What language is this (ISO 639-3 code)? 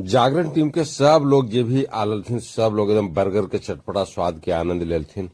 mag